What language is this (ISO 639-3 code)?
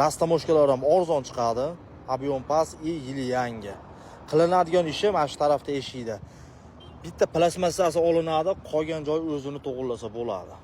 uzb